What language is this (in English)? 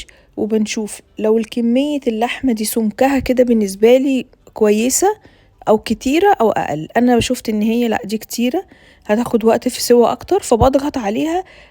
Egyptian Arabic